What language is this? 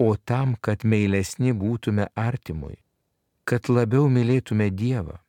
Lithuanian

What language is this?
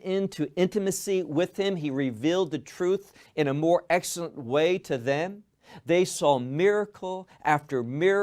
English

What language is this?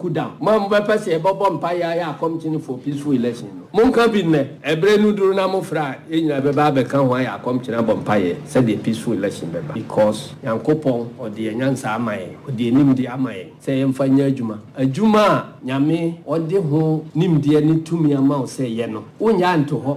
Akan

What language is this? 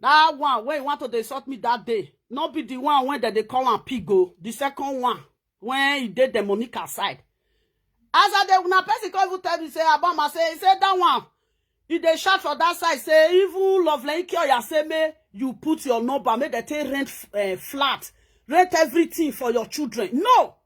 Nigerian Pidgin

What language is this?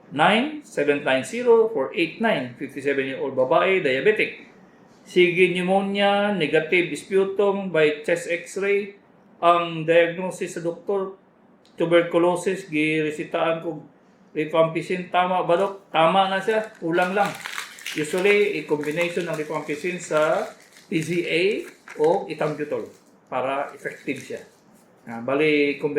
Cebuano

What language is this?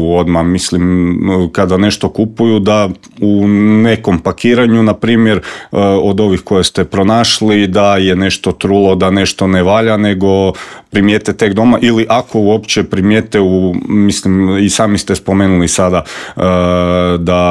Croatian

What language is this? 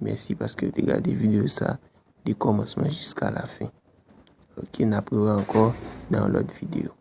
Haitian Creole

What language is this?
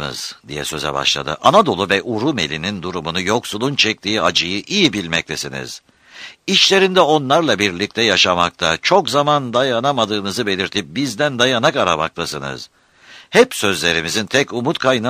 Turkish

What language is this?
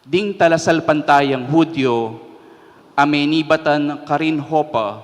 Pampanga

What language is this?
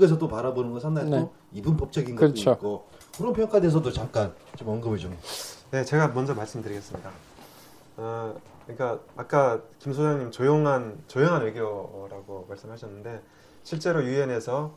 Korean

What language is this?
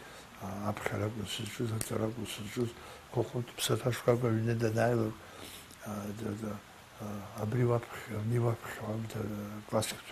Abkhazian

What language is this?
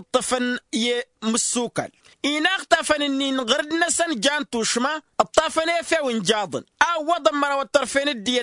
Tamasheq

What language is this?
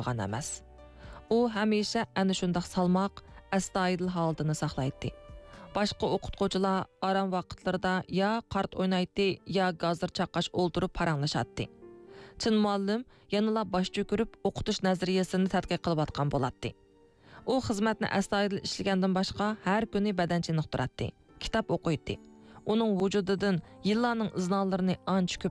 Uyghur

